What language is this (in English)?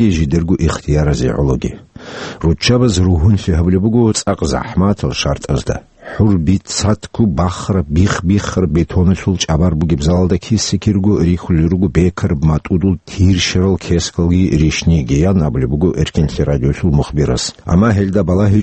Avaric